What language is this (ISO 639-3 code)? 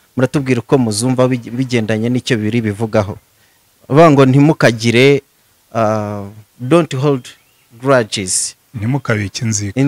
kin